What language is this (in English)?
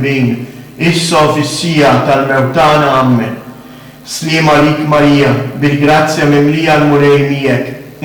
Maltese